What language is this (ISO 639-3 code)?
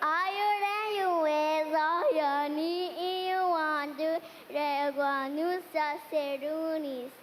moh